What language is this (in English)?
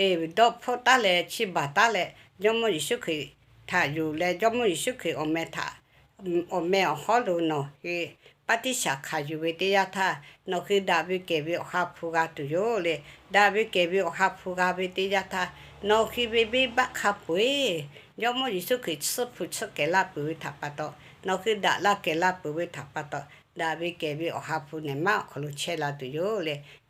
Lahu